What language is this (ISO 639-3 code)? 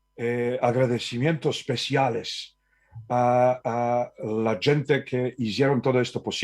lad